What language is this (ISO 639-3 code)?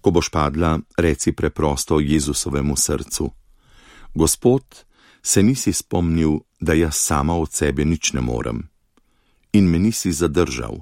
slv